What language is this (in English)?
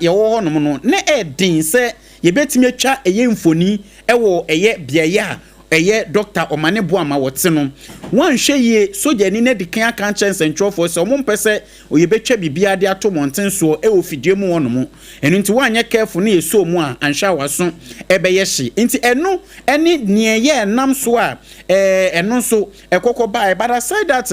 Akan